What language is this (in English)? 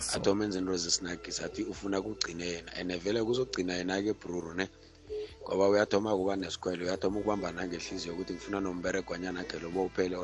South Ndebele